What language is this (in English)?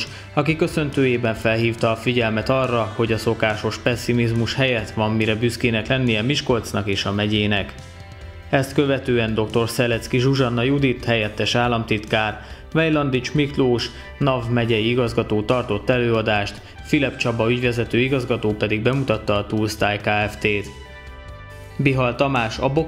Hungarian